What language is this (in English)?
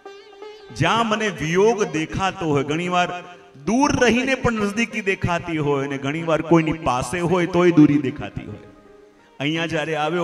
Gujarati